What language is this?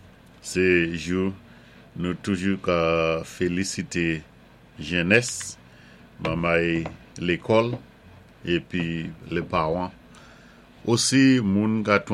Saint Lucian Creole French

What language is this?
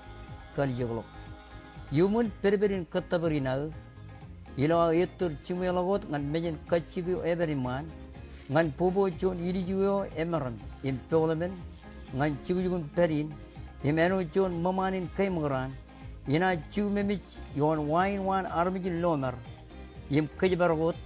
Marshallese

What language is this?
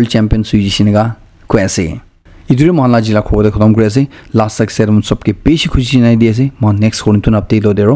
Naga Pidgin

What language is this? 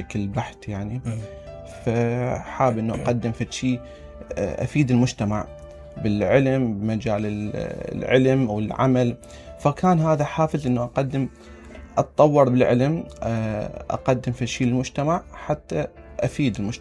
Mesopotamian Arabic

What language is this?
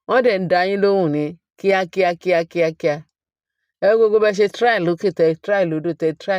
Yoruba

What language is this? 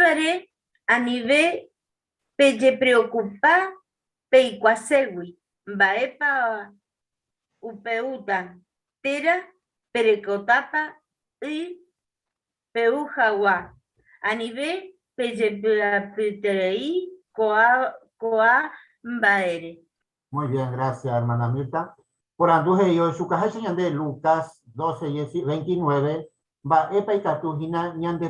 Guarani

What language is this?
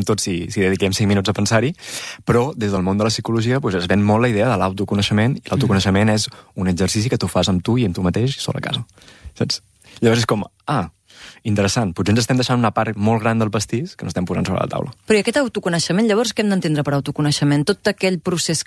Catalan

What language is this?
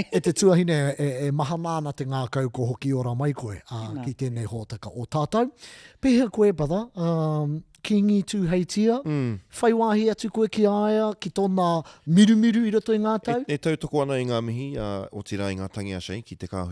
Māori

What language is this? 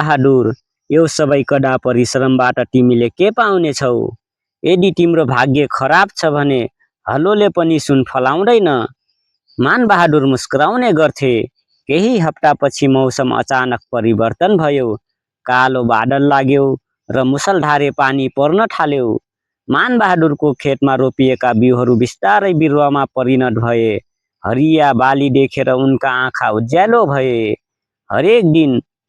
Nepali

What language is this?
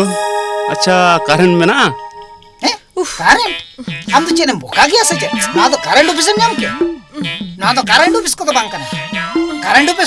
Santali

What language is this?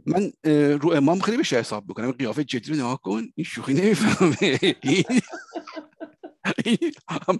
Persian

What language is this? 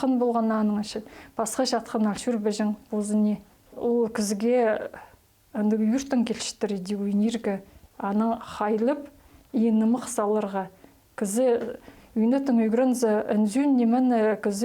Khakas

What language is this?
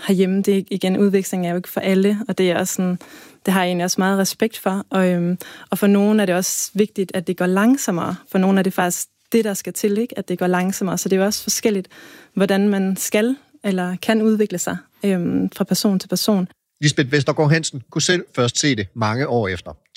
Danish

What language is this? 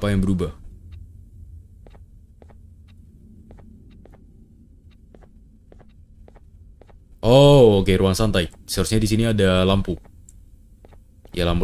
Indonesian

